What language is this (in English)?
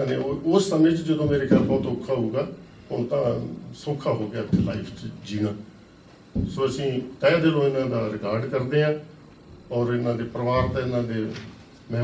Punjabi